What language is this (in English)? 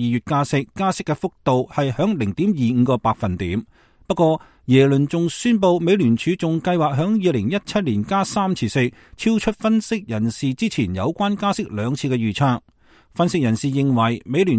Cantonese